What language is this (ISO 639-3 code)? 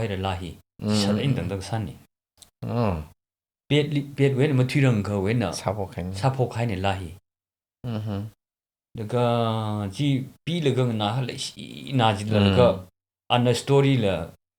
nmf